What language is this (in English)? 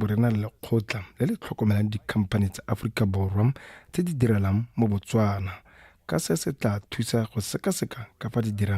Tswana